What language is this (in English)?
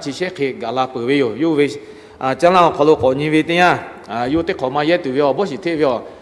Lahu